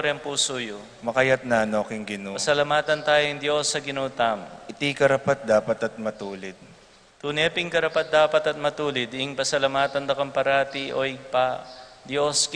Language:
Pampanga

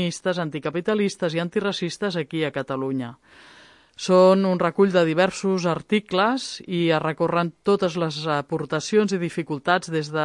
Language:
Catalan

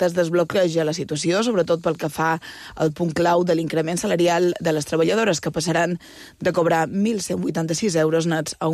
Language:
Catalan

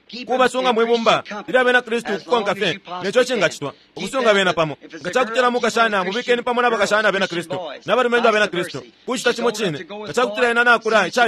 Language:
Bemba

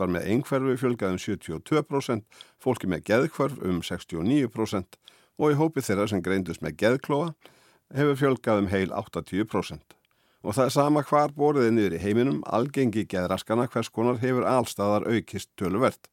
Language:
Icelandic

